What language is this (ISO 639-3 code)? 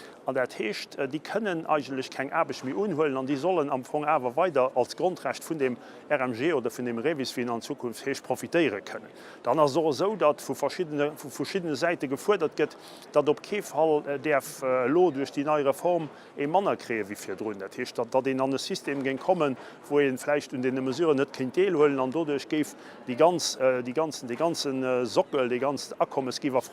ltz